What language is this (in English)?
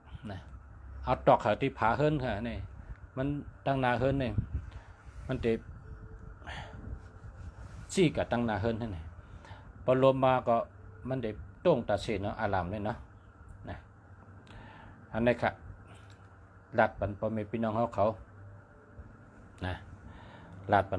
Shan